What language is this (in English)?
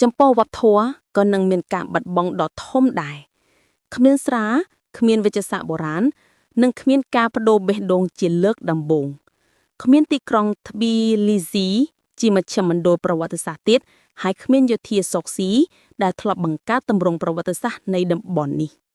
Khmer